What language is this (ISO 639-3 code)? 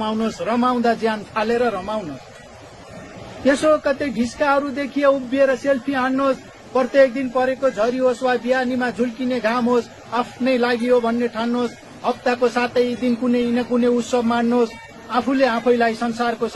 nep